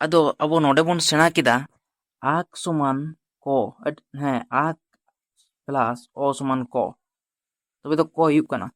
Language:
Santali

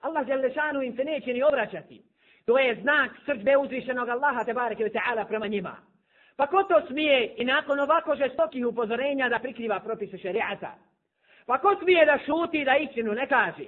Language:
Bosnian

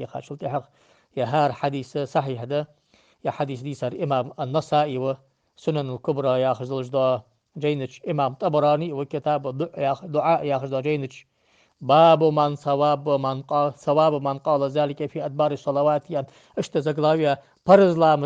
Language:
Ingush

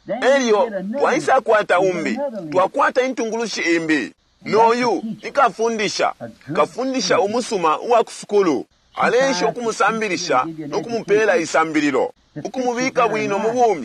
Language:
Bemba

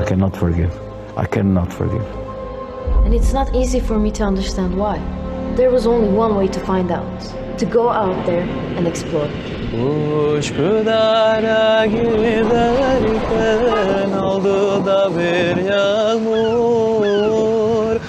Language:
Ladino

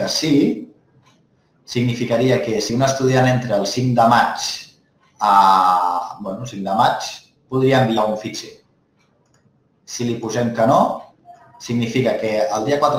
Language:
Catalan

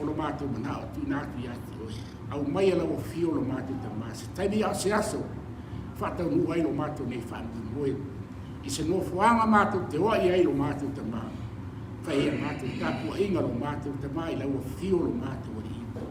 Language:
Samoan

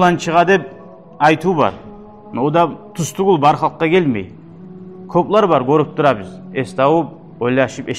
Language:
Kumyk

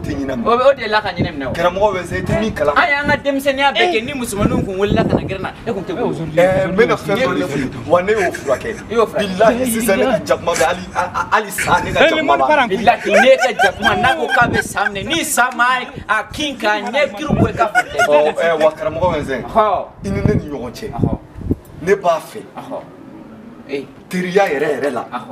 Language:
Bambara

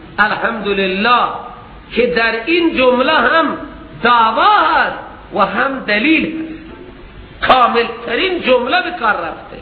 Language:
Persian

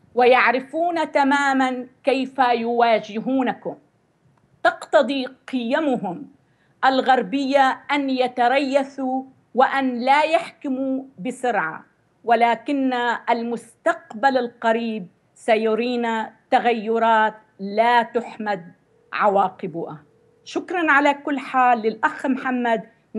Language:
Arabic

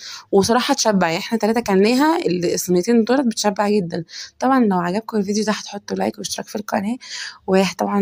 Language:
Egyptian Arabic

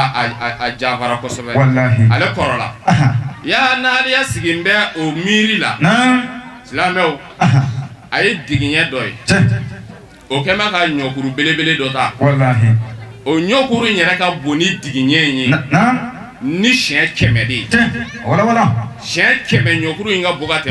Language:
Bambara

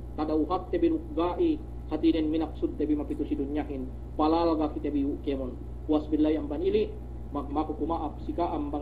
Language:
Yakan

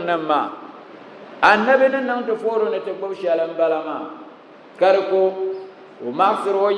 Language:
Dagbani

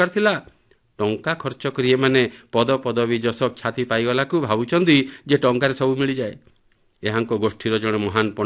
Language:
Odia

